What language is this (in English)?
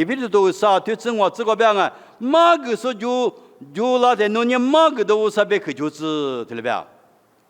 Lisu